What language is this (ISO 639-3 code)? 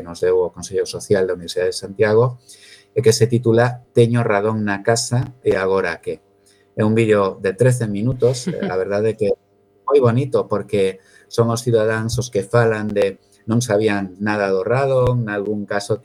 glg